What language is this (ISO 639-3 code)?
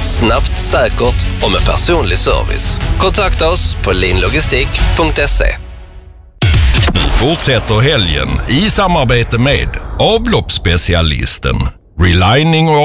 swe